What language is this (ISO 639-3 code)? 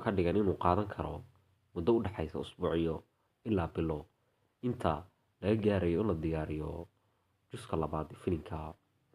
som